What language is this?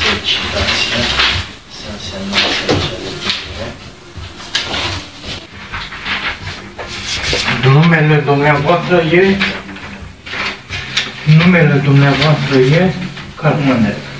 Romanian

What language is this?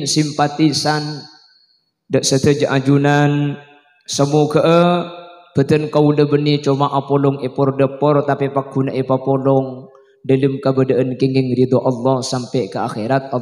Madurese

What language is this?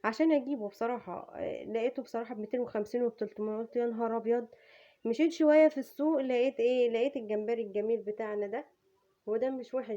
Egyptian Arabic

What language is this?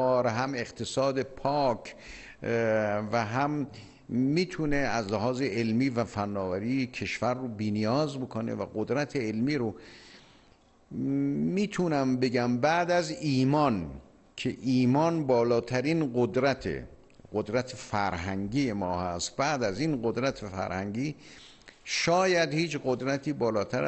Persian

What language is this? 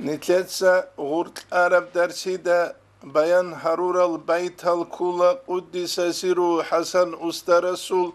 Avaric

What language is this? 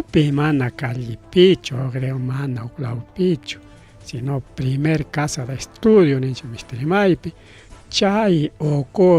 Ayacucho Quechua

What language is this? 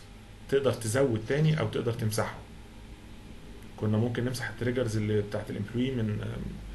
Egyptian Arabic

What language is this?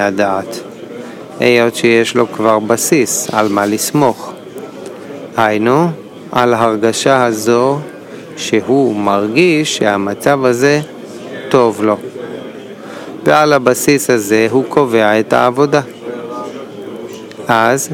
Hebrew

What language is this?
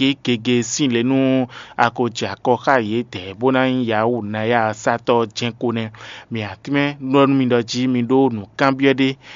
Fon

